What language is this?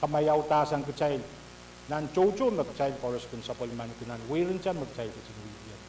Pohnpeian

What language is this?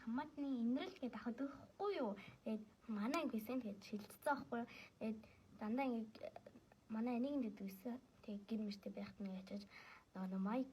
Mongolian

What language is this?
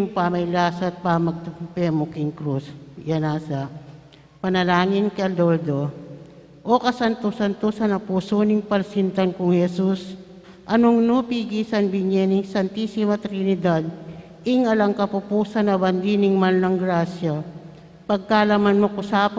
Pampanga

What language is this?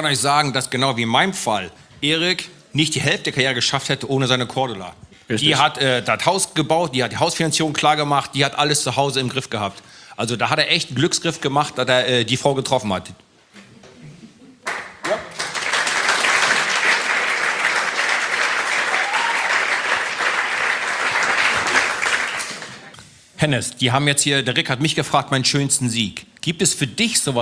German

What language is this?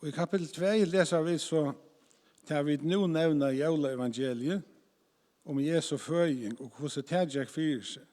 Faroese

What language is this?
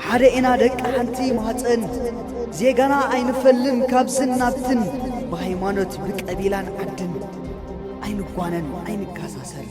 Tigrinya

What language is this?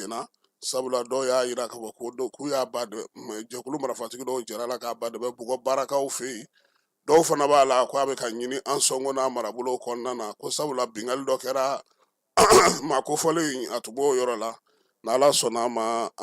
Bambara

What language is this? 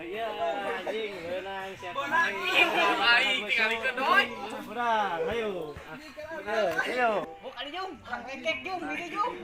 Sundanese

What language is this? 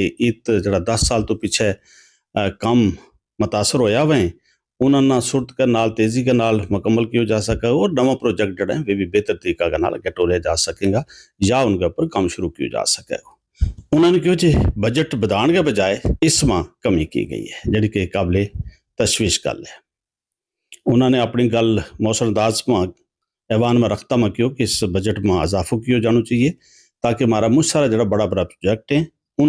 Gujari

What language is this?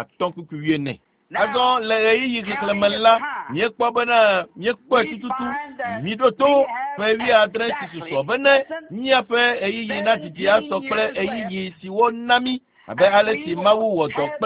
Ewe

